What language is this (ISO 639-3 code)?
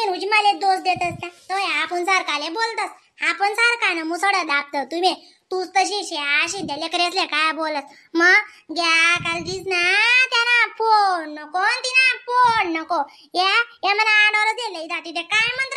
khn